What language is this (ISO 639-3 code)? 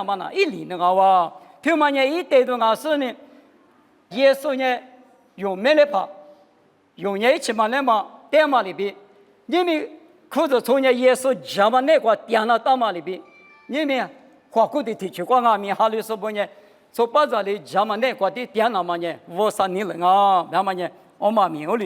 lis